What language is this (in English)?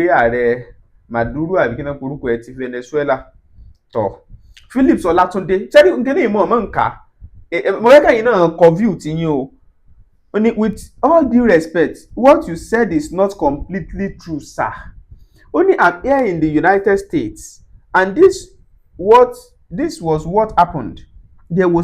Yoruba